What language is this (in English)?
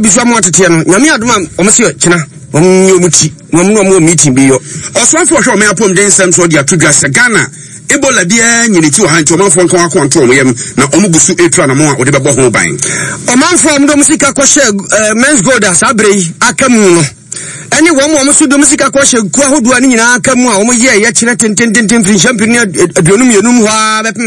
Akan